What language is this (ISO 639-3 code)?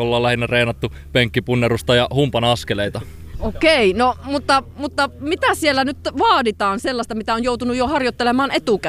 fin